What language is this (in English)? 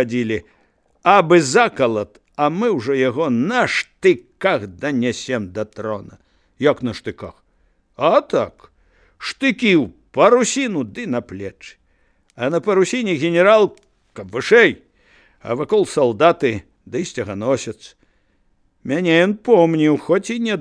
Belarusian